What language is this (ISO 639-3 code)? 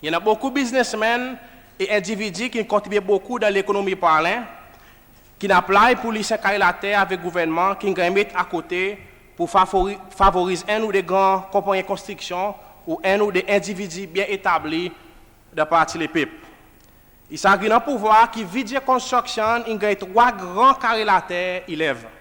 crs